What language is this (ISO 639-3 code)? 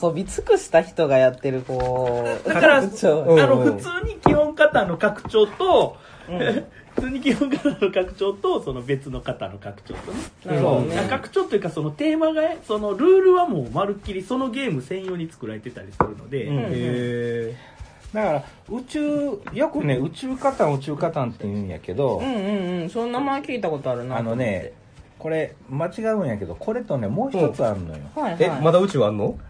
jpn